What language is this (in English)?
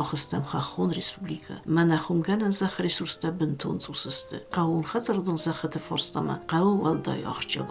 Ossetic